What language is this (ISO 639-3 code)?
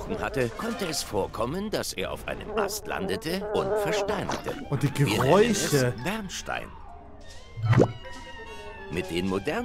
deu